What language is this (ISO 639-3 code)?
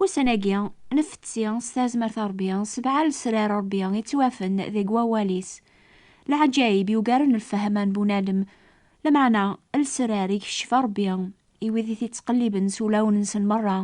kab